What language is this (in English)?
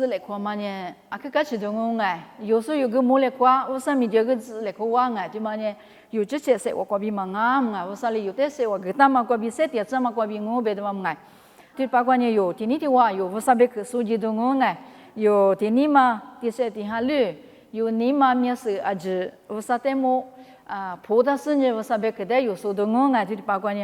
Lisu